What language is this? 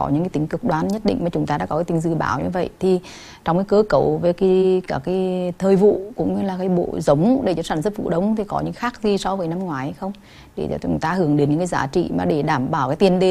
Vietnamese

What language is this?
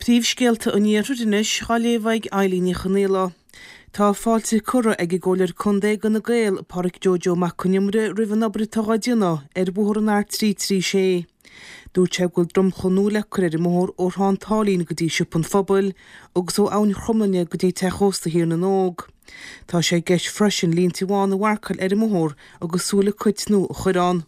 Irish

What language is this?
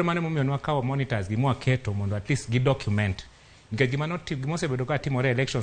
Luo (Kenya and Tanzania)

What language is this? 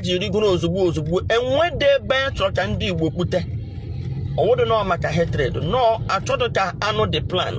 Igbo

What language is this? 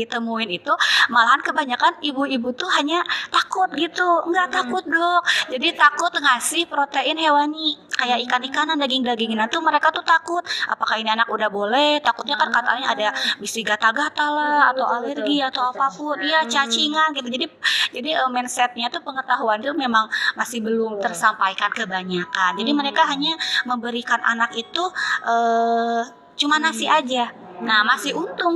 Indonesian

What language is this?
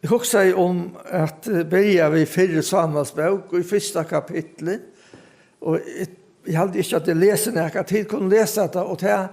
Faroese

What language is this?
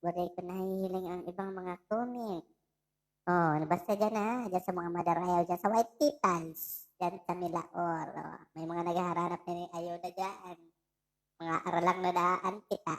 Bikol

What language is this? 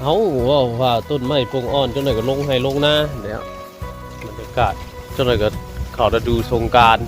Northeastern Thai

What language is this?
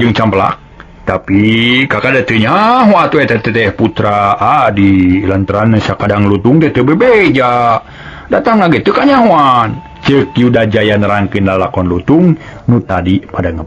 Sundanese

